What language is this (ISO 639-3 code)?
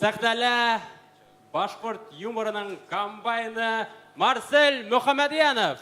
bak